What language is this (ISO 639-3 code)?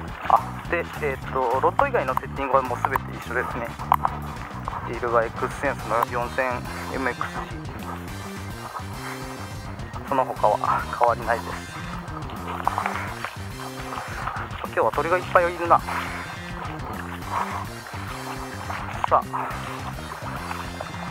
jpn